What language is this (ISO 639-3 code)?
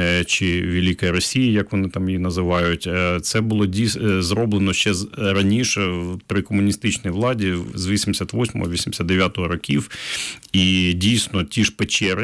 ukr